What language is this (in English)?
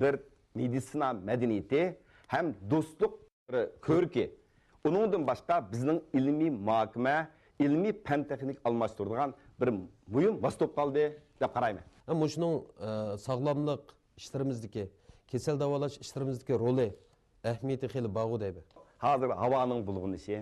Uyghur